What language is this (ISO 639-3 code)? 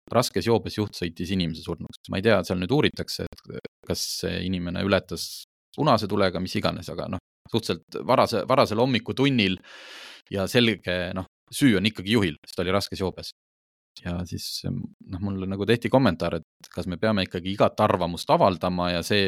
est